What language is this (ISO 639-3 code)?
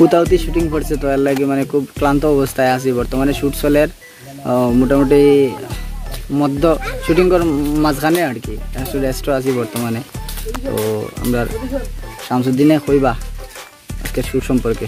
syl